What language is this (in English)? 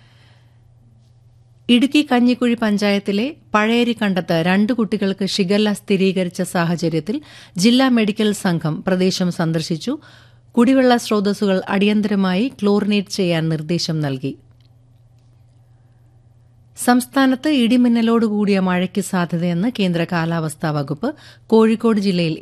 Malayalam